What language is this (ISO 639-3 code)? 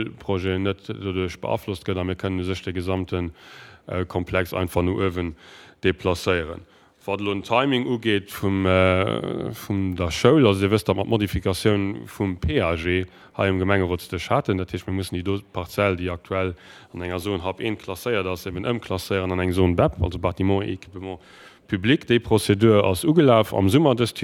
ltz